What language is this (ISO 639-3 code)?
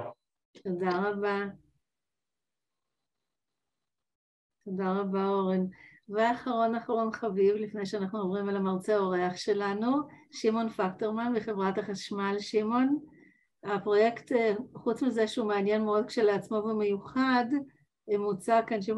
heb